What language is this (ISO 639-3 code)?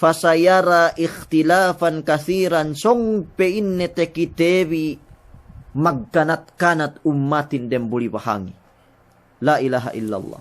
yka